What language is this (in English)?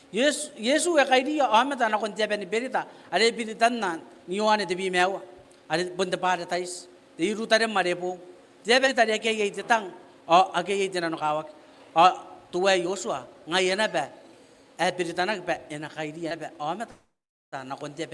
Gilbertese